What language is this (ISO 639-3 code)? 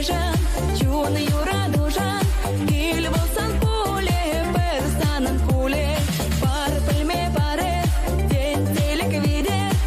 chv